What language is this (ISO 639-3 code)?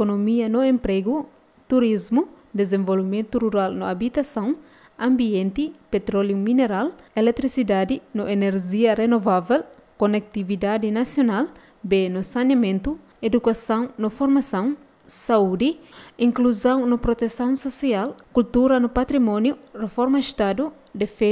tet